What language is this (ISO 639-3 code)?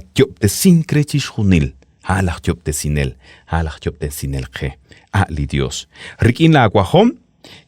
kek